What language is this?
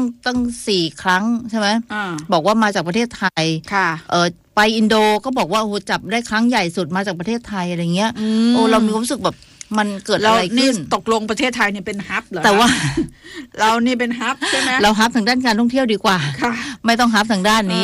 Thai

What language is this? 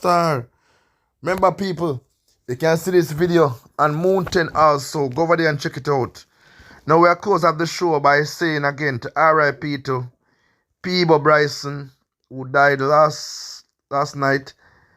Jamaican Creole English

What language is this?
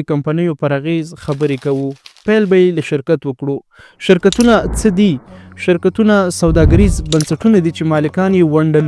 Pashto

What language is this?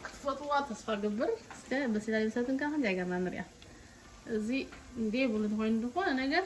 Tigrinya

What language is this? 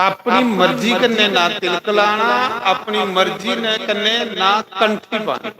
Dogri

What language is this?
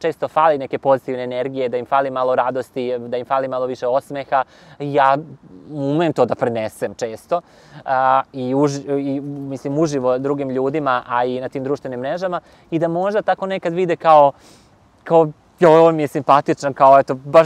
Serbian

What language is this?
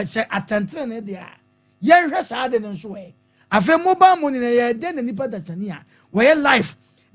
Akan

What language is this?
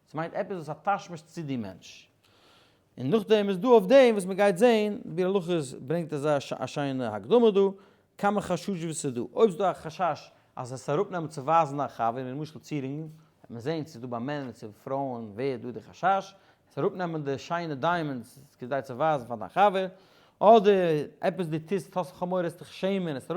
Yiddish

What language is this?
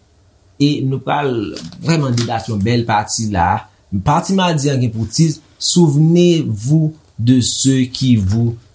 Haitian Creole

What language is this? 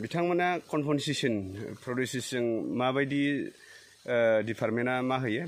Bodo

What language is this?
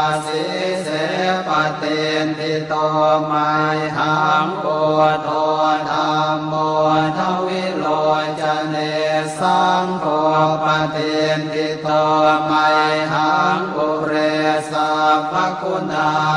Pali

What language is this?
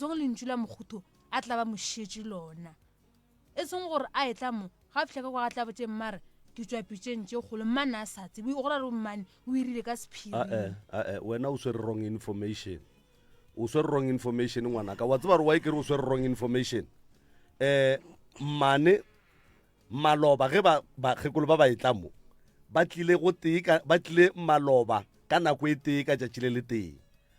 Northern Sotho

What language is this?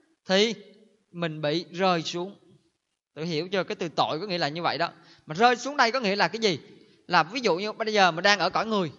Vietnamese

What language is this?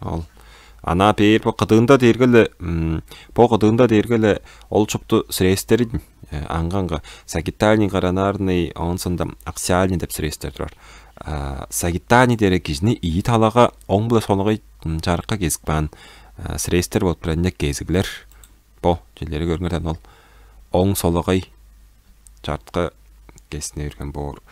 Tuvinian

